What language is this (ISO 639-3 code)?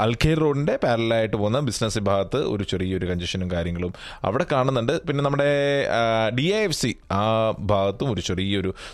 mal